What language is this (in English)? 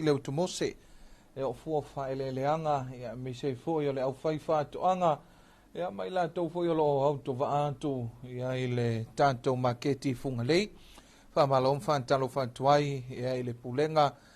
Samoan